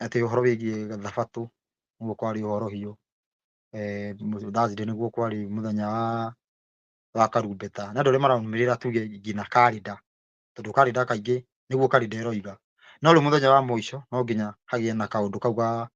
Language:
Kikuyu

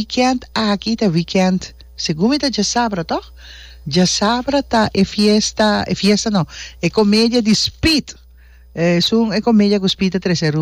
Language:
Papiamento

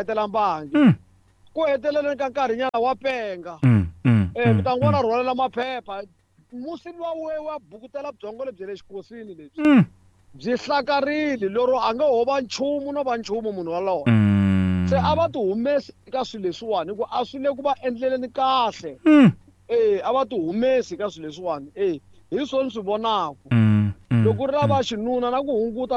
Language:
Tsonga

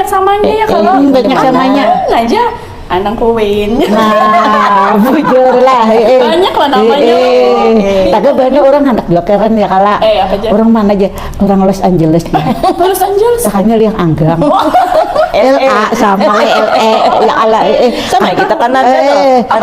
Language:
Banjar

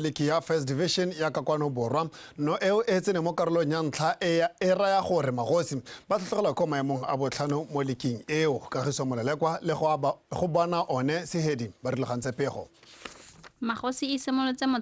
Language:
Tswana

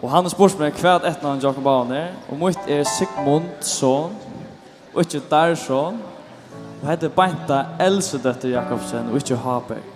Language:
Faroese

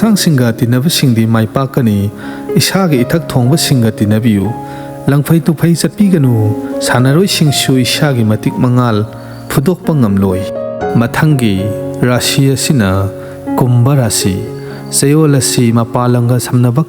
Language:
Manipuri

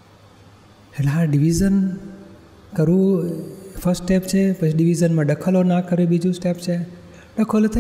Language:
Gujarati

